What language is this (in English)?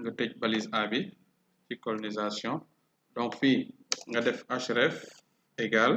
Wolof